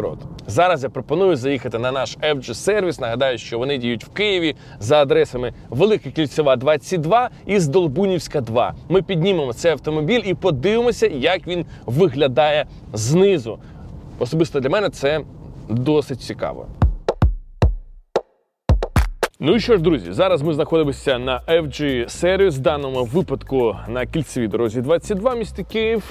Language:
Ukrainian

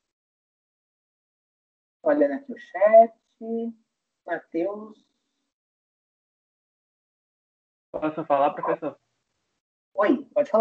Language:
Portuguese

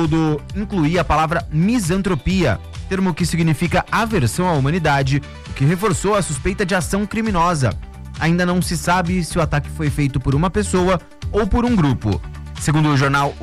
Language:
Portuguese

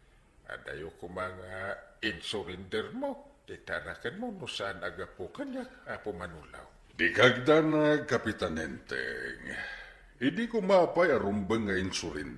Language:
Iloko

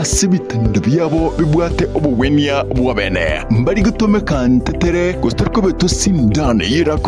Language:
Gusii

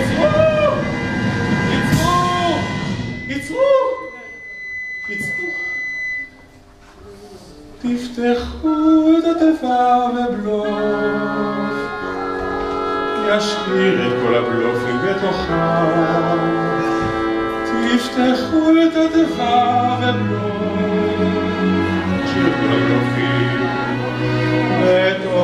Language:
Hebrew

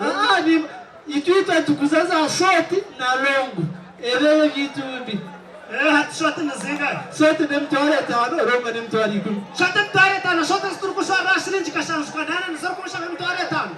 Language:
Nyankole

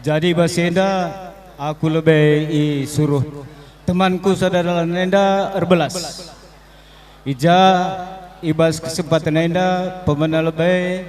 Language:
Batak Karo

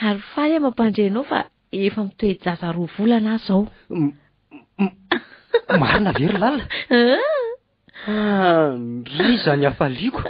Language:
Malagasy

